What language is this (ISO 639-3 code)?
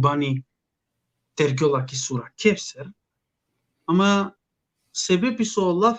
rmn